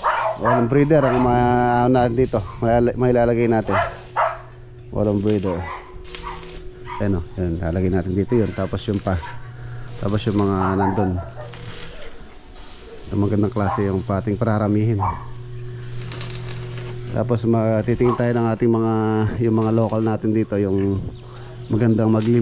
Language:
Filipino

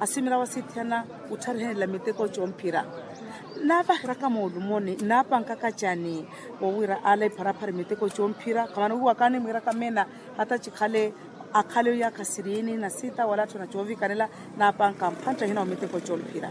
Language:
Makhuwa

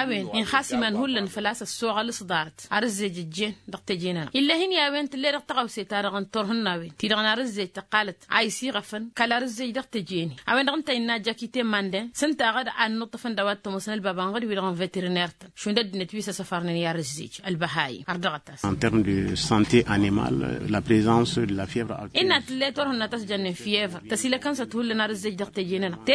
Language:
Tamasheq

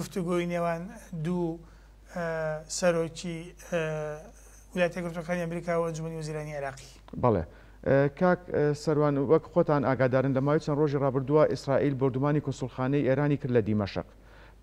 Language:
Central Kurdish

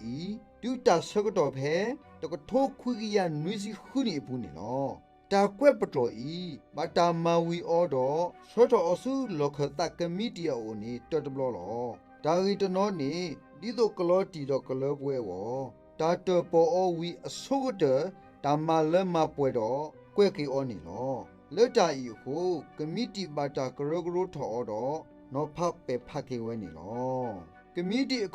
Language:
S'gaw Karen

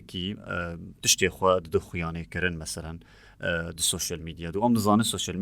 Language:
Kurdish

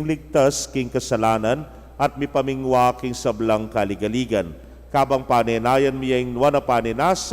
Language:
Pampanga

